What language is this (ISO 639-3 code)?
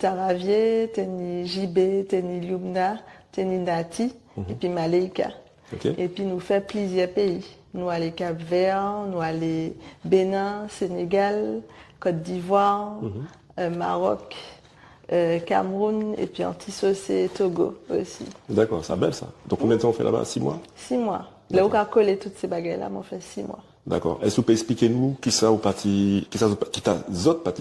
gcf